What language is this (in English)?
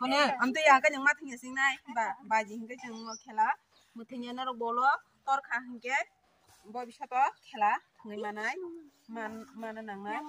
Kok Borok